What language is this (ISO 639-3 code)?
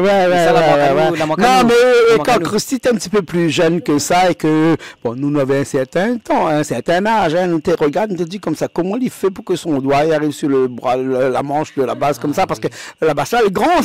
rcf